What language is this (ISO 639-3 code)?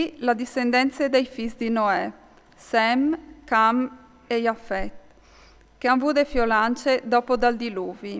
fur